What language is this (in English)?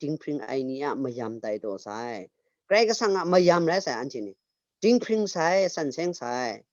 Kachin